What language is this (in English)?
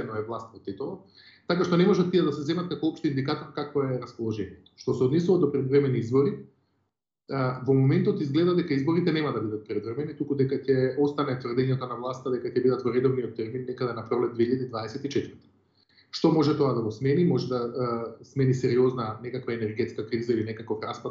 Macedonian